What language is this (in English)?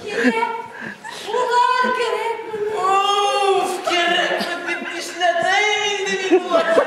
Bashkir